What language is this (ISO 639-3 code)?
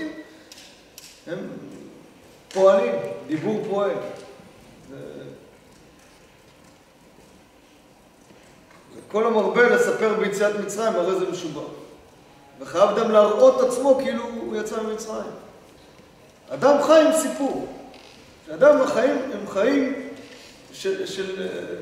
heb